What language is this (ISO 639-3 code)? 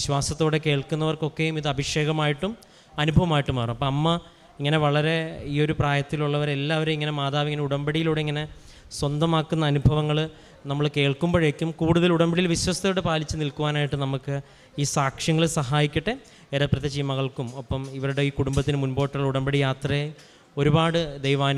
mal